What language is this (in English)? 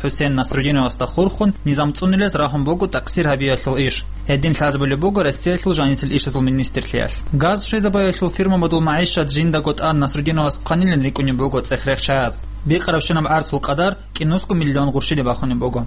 Avaric